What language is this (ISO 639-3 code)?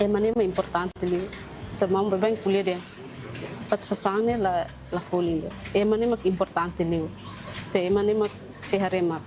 tet